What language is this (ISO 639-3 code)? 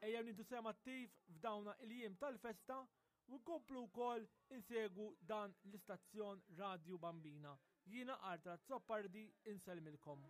mlt